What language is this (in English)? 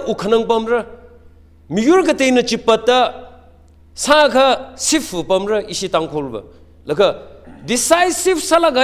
Tangkhul Naga (India)